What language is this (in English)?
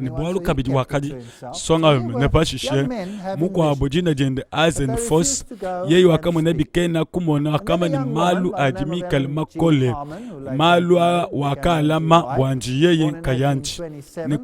Luba-Lulua